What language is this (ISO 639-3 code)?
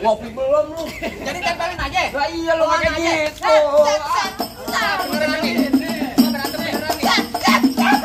bew